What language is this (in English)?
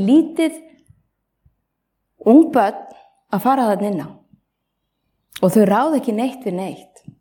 Icelandic